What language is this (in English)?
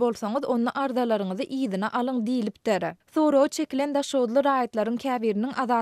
Turkmen